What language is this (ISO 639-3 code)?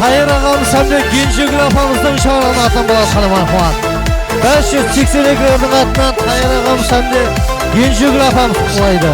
kaa